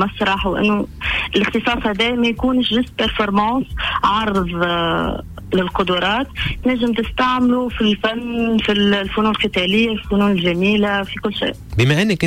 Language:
Tunisian Arabic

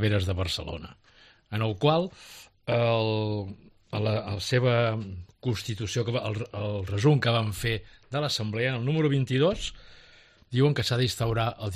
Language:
Catalan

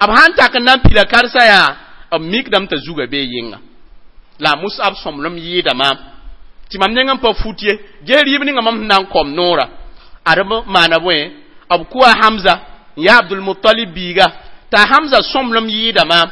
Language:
Mossi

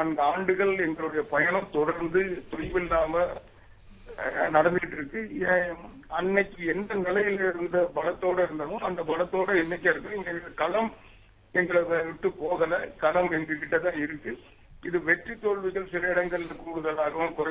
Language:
Tamil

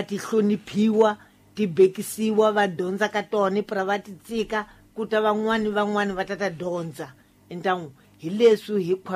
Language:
Tsonga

